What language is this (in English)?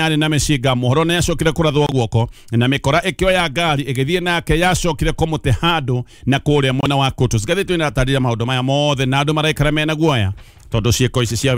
Kikuyu